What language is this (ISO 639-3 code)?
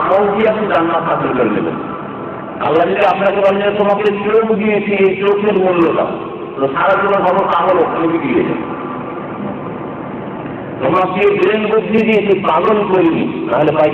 ben